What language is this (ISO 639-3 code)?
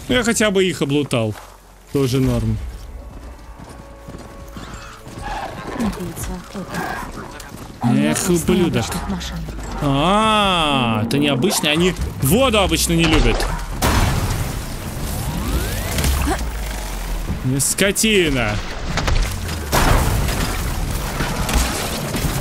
rus